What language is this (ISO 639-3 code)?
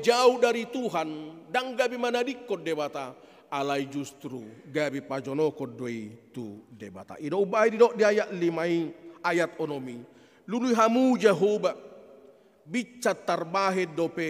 bbc